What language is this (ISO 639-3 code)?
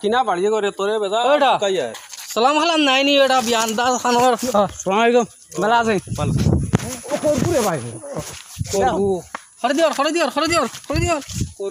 syl